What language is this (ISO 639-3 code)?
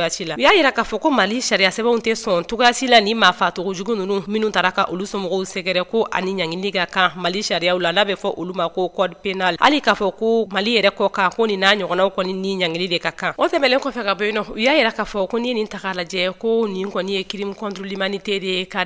bam